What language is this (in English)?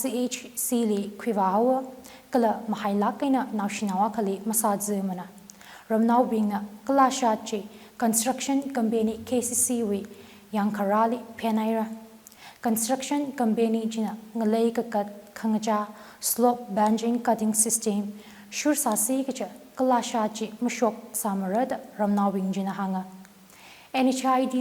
Tangkhul Naga (India)